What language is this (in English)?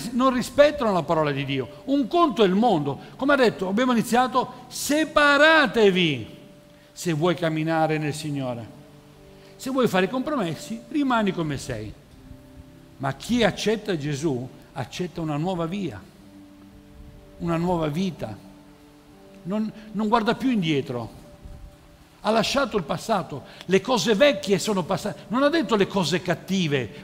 Italian